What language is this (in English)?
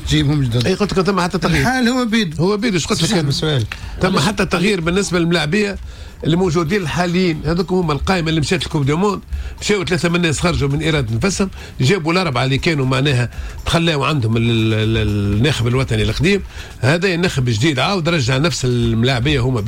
Tunisian Arabic